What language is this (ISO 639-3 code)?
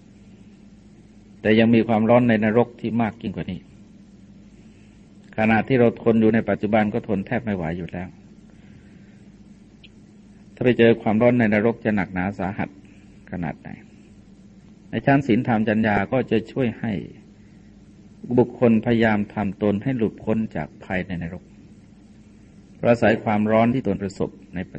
tha